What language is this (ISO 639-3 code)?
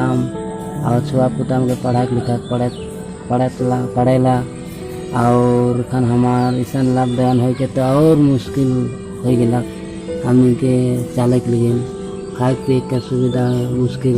sck